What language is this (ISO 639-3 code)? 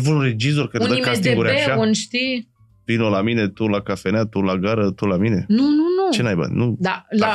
ron